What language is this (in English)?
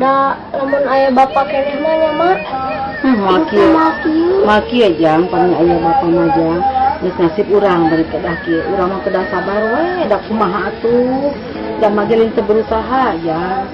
Sundanese